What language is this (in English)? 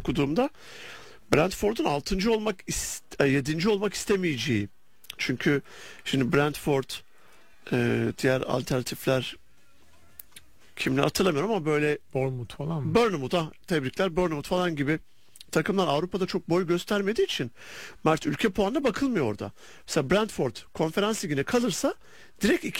Turkish